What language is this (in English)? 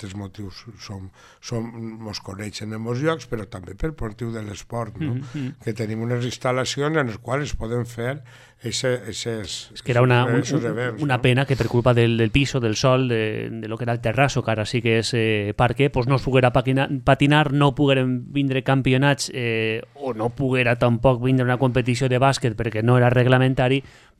Catalan